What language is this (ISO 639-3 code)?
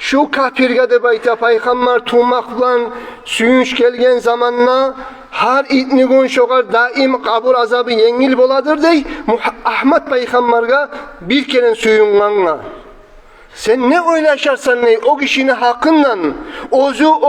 kum